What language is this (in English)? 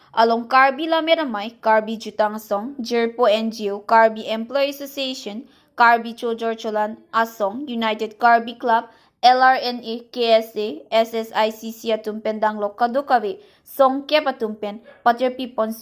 Karbi